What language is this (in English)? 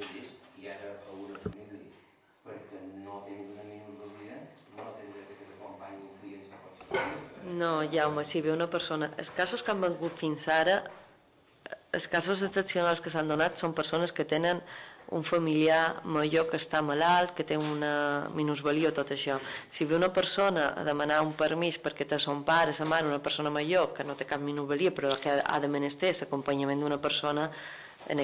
Catalan